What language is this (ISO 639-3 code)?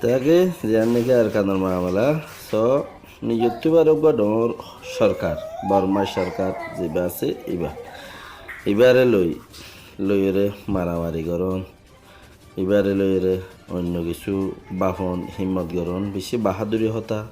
rhg